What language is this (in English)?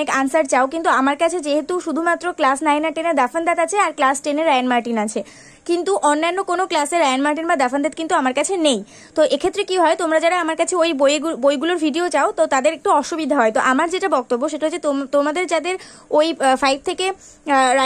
Bangla